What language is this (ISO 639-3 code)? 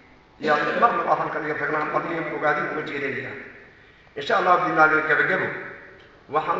som